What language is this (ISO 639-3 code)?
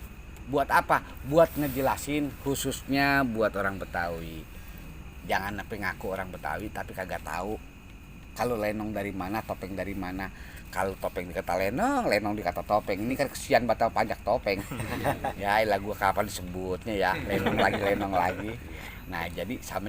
bew